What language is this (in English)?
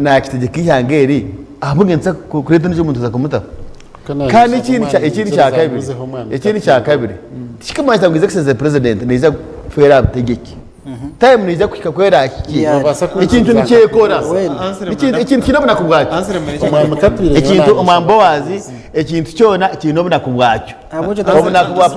Nyankole